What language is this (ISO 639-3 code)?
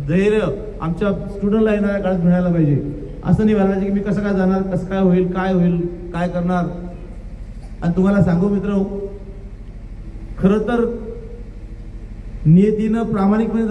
mar